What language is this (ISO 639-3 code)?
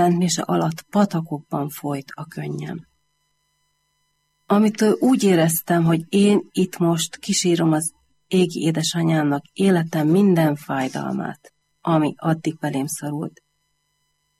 hun